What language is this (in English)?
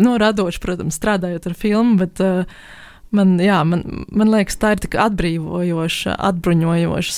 Latvian